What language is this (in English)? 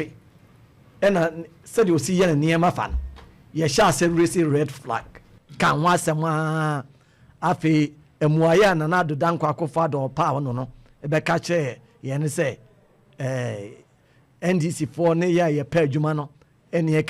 Akan